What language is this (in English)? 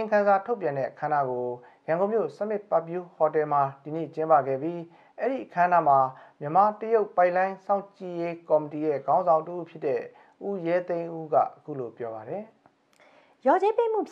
Burmese